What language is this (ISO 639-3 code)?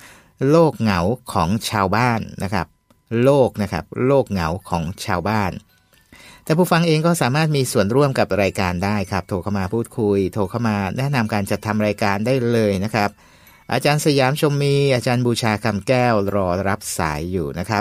tha